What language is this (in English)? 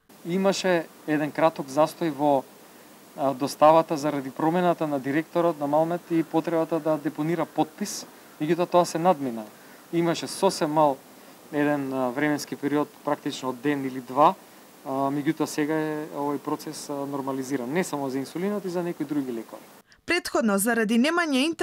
Macedonian